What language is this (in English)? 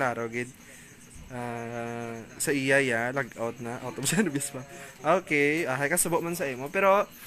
Hiligaynon